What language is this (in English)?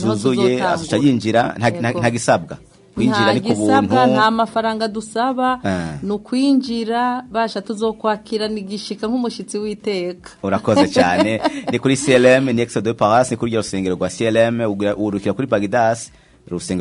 Rundi